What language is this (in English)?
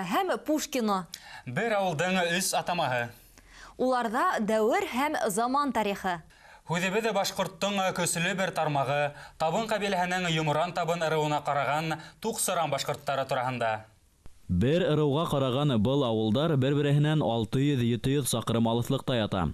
Bashkir